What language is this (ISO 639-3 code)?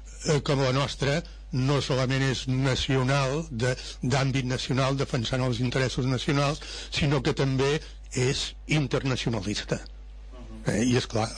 cat